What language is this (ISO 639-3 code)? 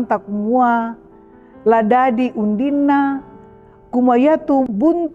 sda